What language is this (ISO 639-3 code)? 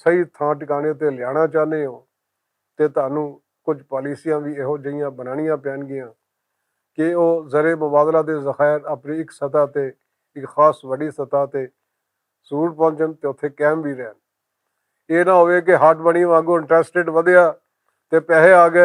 lah